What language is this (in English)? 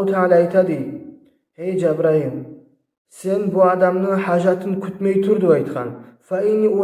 Kumyk